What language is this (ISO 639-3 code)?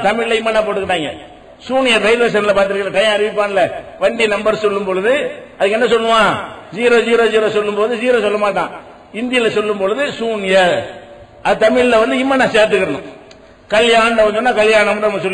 tam